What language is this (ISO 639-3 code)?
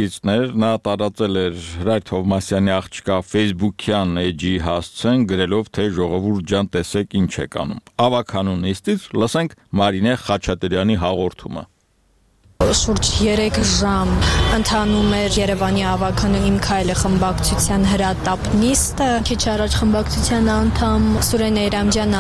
hye